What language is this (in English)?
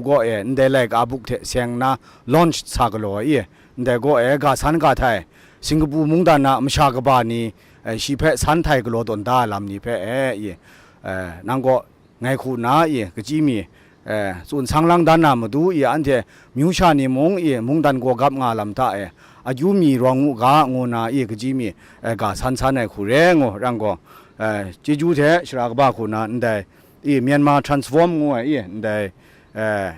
Kachin